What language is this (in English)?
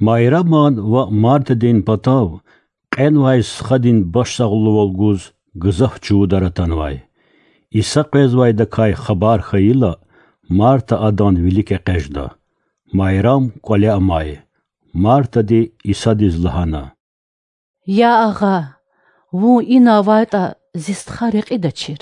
Lezghian